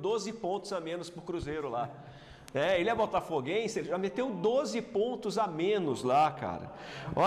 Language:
Portuguese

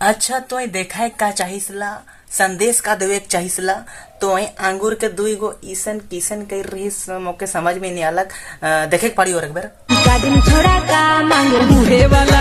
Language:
Sadri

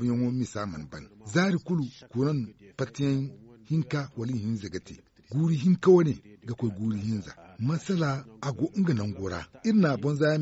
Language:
Zarma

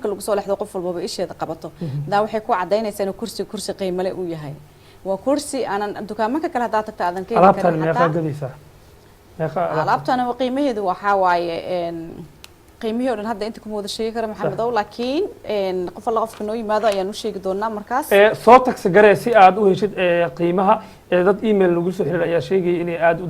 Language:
Somali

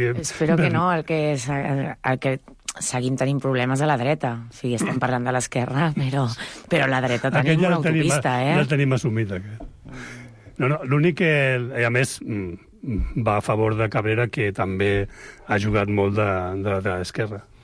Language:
Catalan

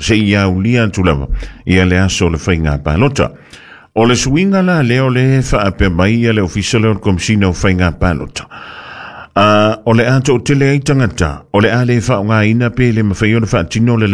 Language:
Samoan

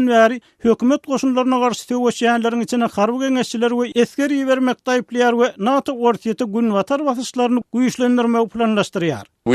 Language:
Turkmen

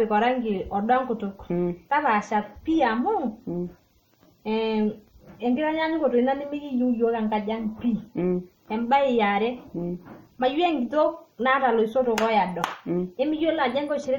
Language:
Masai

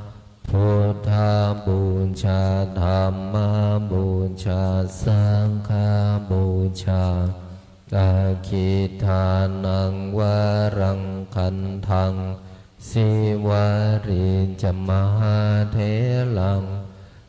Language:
Pali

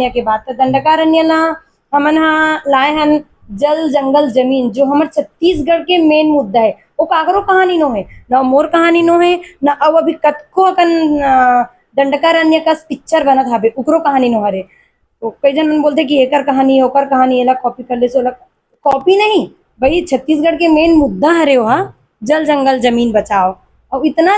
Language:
Chhattisgarhi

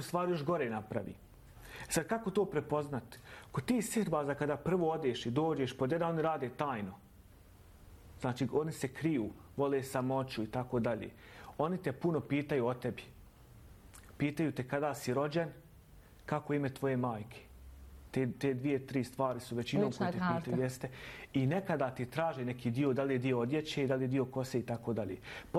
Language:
Bosnian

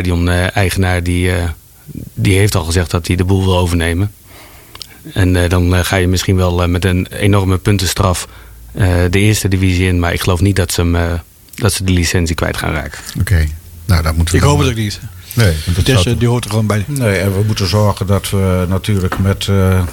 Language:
Dutch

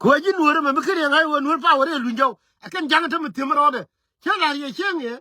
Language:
Nuer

